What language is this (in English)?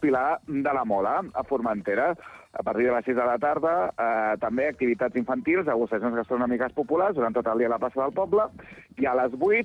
Catalan